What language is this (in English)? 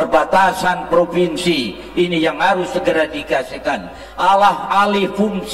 Indonesian